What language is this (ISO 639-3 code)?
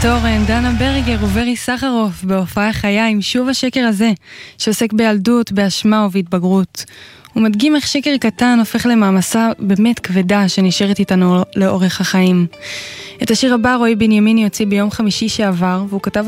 heb